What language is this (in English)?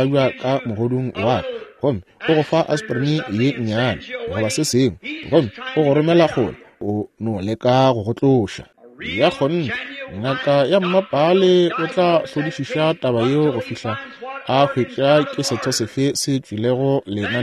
Northern Sotho